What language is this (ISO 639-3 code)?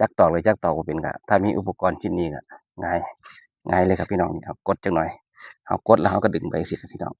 tts